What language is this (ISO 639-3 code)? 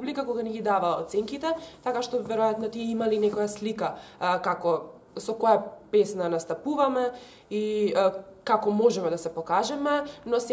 mkd